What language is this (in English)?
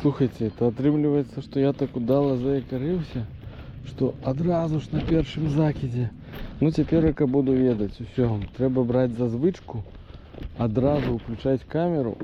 Belarusian